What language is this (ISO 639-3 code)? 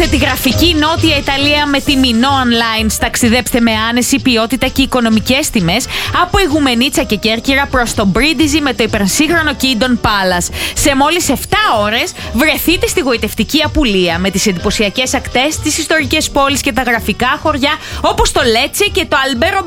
ell